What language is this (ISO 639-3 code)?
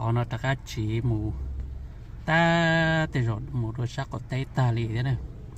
hmn